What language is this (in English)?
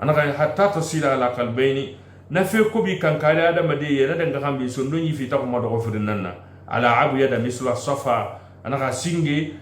Susu